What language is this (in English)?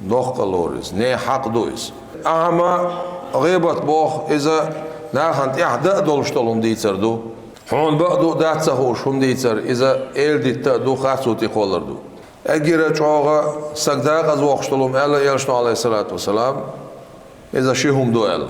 Chechen